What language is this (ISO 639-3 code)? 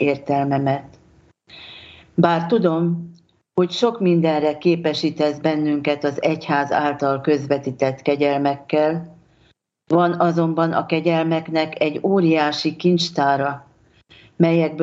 hun